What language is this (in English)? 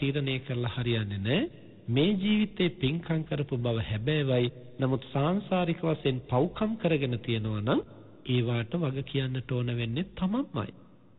Sinhala